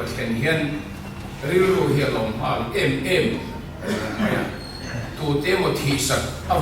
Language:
Mizo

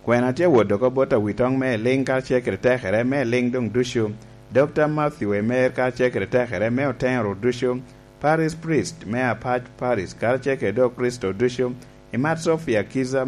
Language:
Lango (Uganda)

